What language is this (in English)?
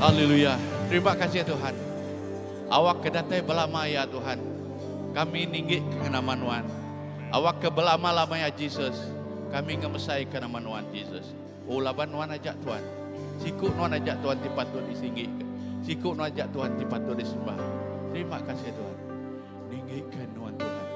Iban